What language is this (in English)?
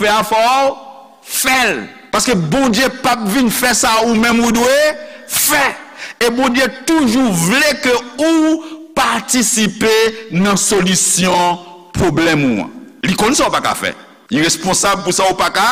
Haitian Creole